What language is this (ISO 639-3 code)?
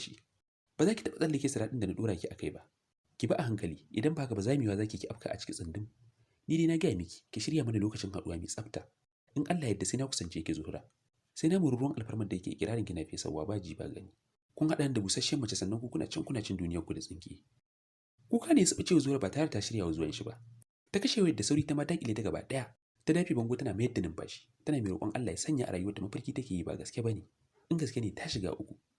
hau